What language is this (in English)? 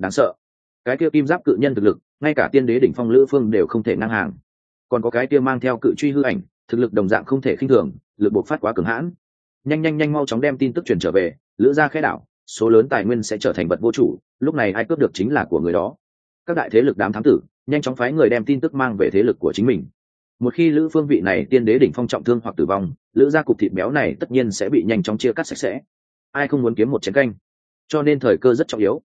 Vietnamese